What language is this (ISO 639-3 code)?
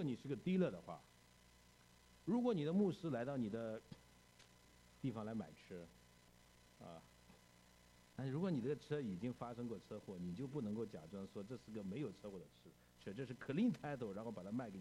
zho